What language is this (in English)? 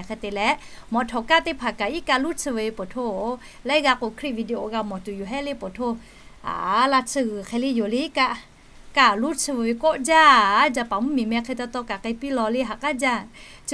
Lahu